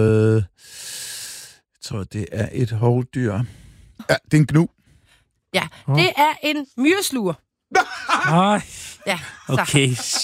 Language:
Danish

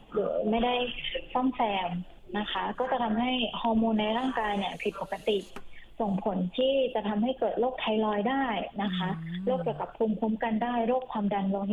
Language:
Thai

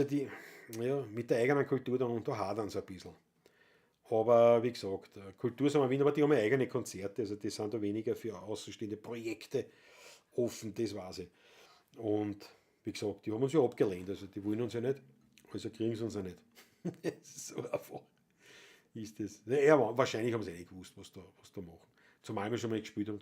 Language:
Bavarian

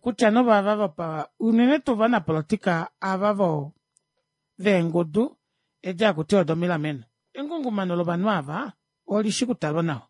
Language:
Kuanyama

